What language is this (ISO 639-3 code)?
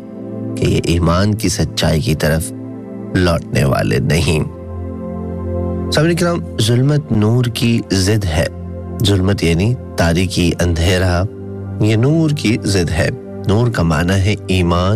urd